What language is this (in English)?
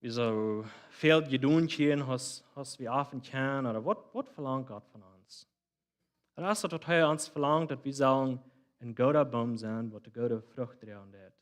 Plautdietsch